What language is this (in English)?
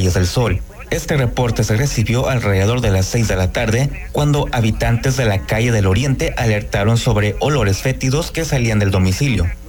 Spanish